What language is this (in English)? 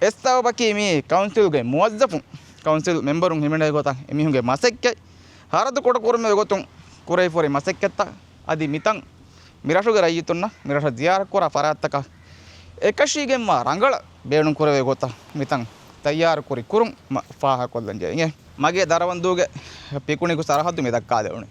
Divehi